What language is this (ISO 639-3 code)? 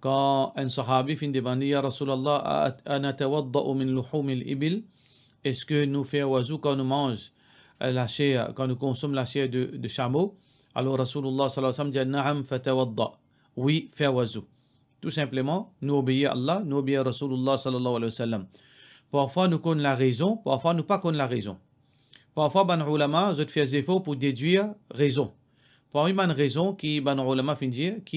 mfe